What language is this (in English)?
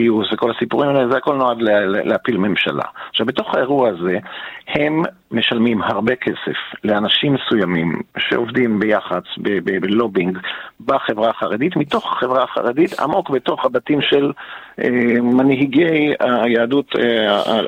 Hebrew